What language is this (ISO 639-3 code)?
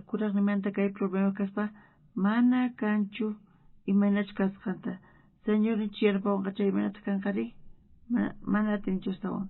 quh